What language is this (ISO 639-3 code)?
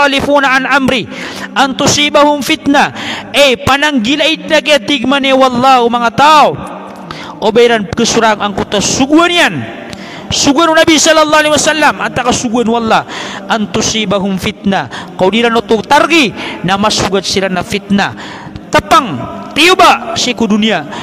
mrw